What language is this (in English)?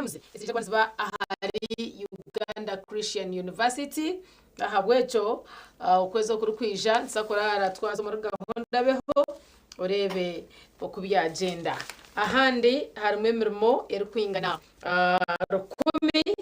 Nyankole